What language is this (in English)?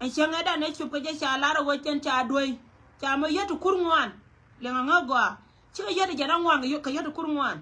Nuer